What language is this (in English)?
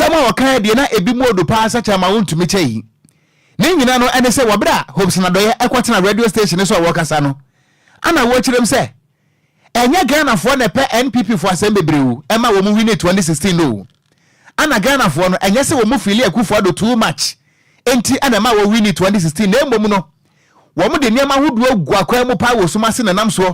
Akan